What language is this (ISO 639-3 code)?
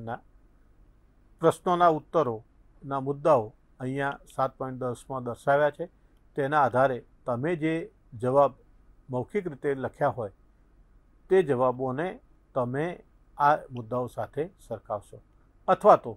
guj